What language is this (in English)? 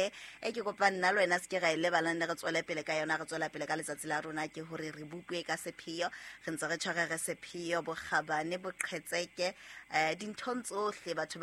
Southern Sotho